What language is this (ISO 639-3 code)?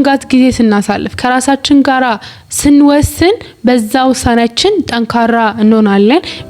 amh